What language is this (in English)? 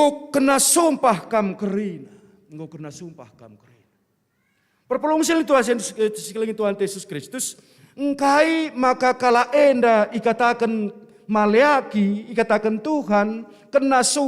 Batak Karo